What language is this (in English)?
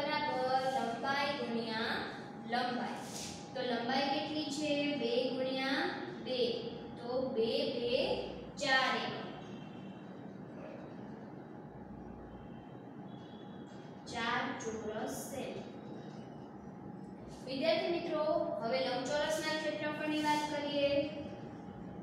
Gujarati